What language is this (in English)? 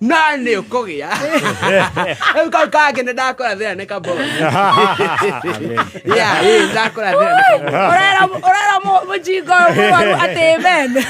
Kikuyu